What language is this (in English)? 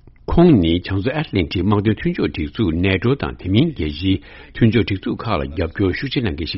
Tibetan